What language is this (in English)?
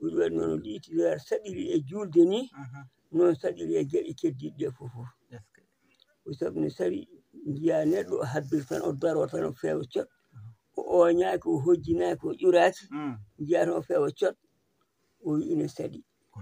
Fula